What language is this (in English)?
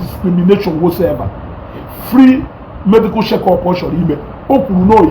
Igbo